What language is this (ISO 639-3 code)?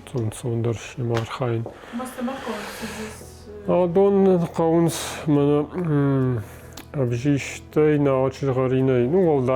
oss